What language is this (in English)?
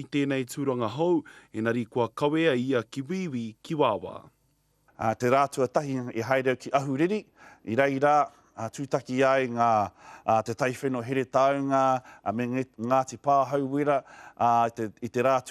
Māori